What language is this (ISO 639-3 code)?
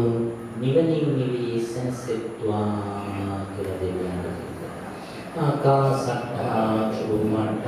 sin